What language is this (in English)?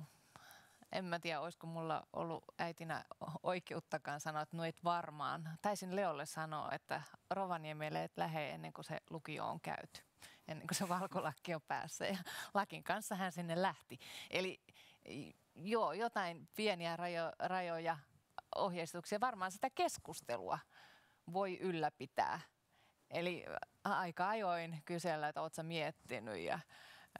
Finnish